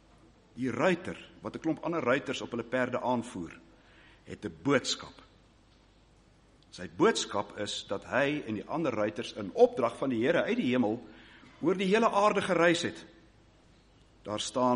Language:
Afrikaans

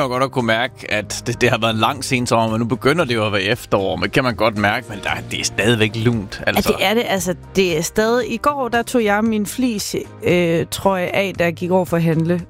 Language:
Danish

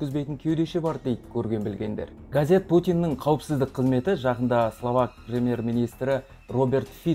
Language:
Kazakh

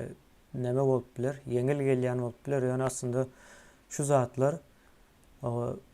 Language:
Turkmen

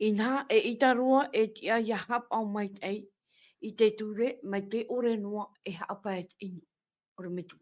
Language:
Tahitian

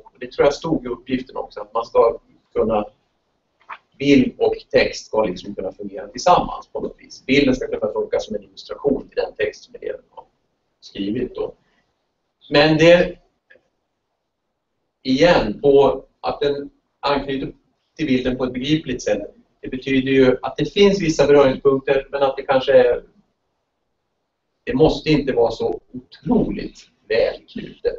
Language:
Swedish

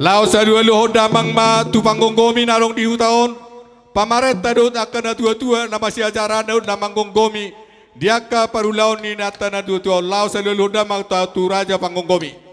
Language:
Batak Toba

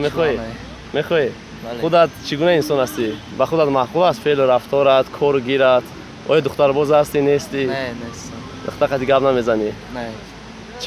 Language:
Tajik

